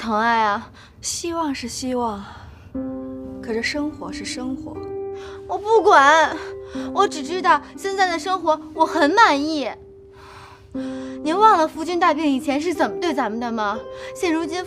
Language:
Chinese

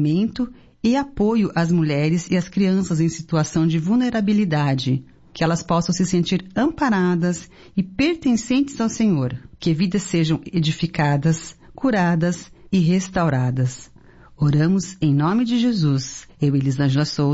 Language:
Portuguese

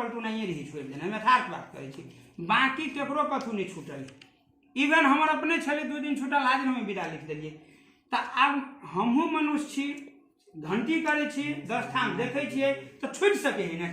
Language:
Maithili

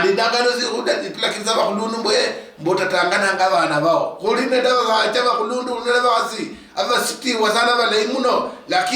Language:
Luyia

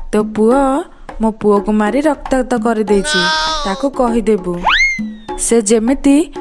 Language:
Odia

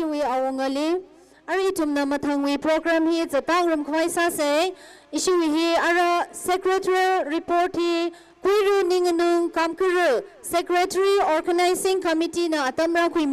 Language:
Tangkhul Naga (India)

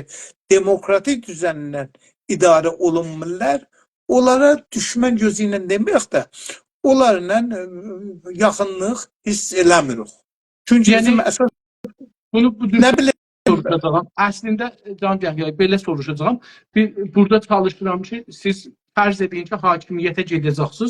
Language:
South Azerbaijani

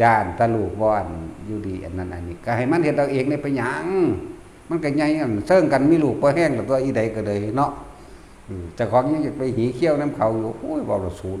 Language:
Northeastern Thai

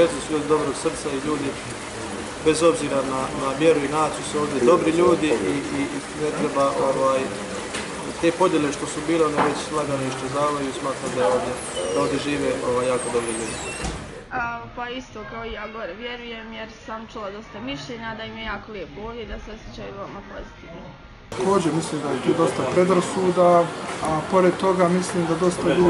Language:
Bosnian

